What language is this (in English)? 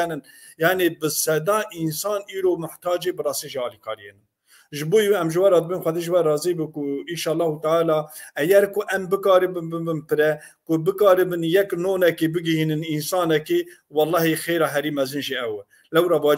Kurdish